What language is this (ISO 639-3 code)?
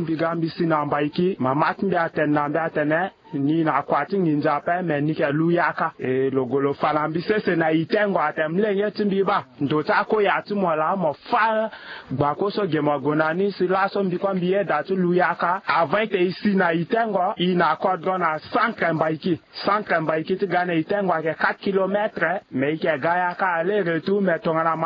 sag